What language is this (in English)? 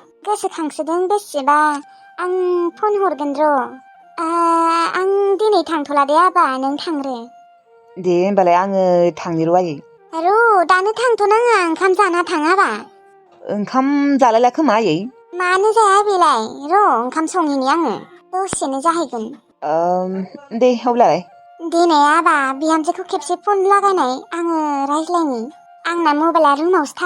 Bodo